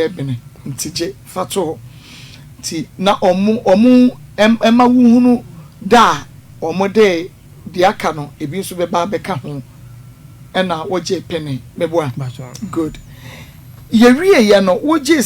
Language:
Akan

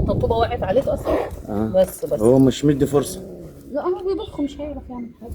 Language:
Egyptian Arabic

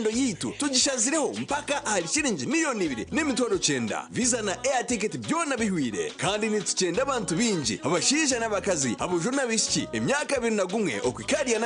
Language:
Nyankole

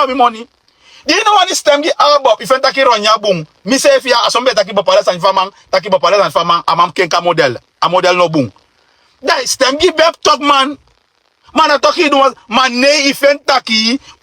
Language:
Sranan Tongo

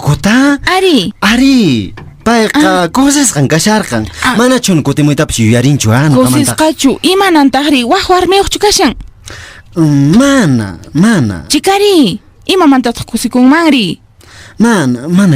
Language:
Quechua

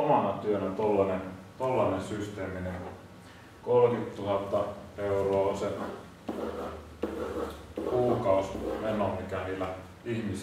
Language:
Finnish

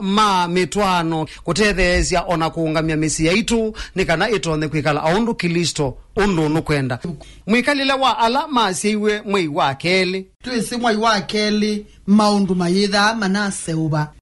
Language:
Kamba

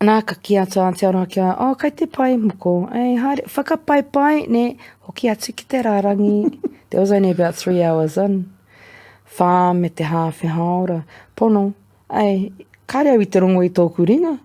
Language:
Māori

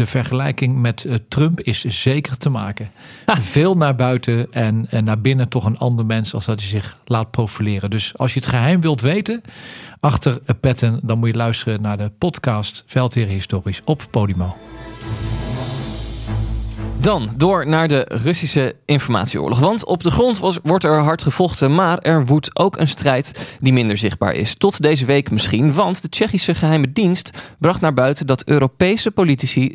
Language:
Dutch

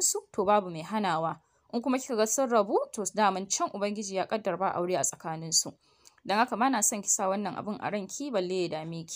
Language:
Hausa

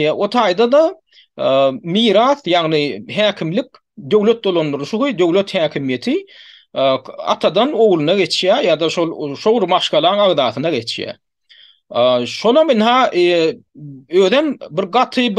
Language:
Turkmen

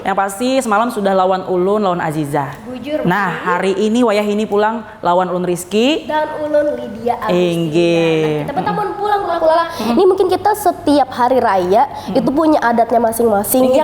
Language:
Banjar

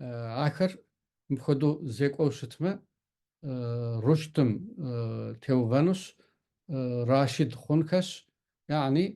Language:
Kabardian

